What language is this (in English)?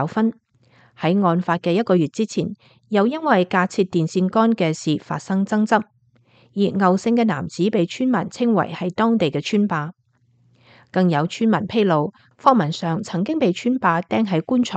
Cantonese